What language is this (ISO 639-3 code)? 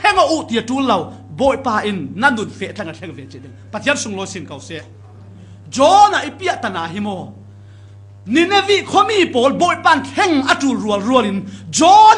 cfm